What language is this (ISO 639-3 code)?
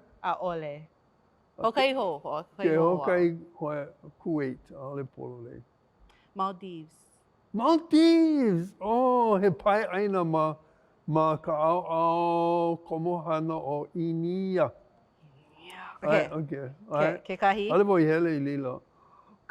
haw